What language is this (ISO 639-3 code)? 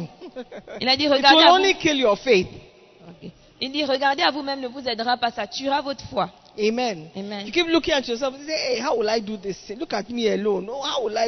fra